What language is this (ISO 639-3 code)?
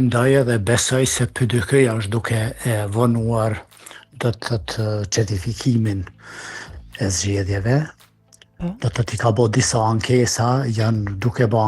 sqi